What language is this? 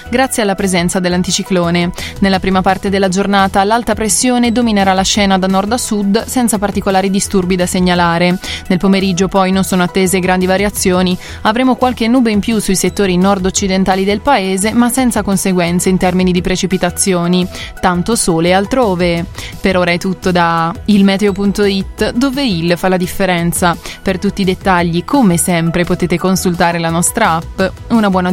Italian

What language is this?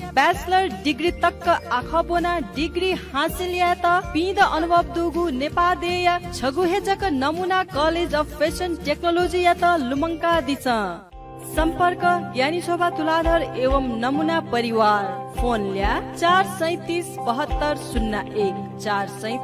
Newari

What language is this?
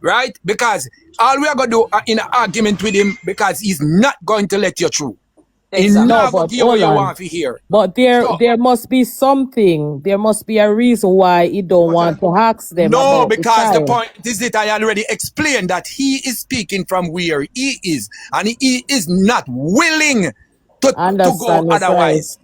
Jamaican Creole English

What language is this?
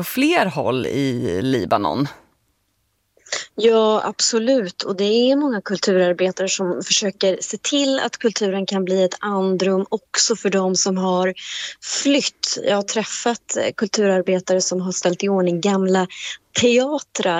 Swedish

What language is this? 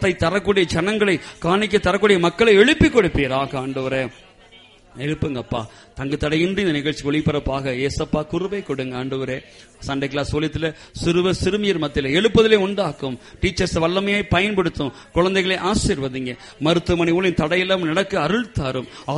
Tamil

